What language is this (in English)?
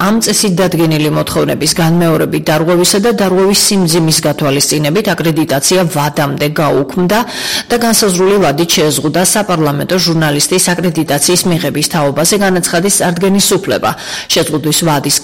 Georgian